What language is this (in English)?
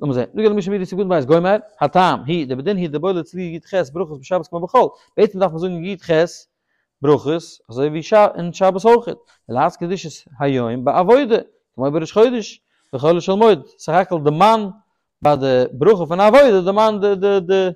Yiddish